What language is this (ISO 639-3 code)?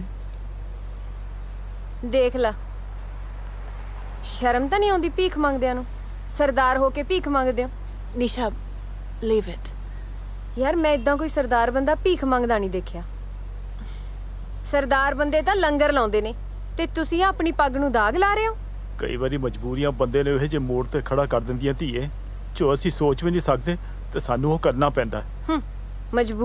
pan